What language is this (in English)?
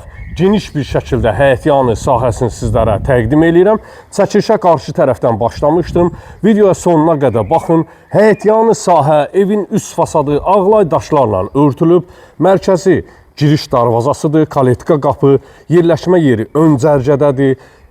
Azerbaijani